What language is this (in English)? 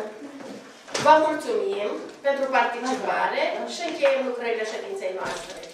Romanian